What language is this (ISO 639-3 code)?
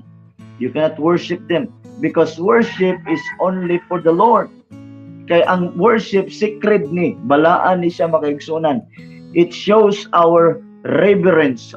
ceb